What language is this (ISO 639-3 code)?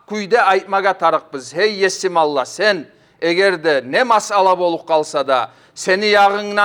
kum